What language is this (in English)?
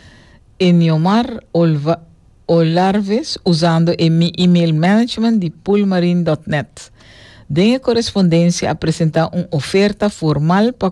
Papiamento